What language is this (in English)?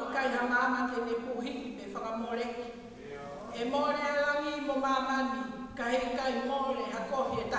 Tongan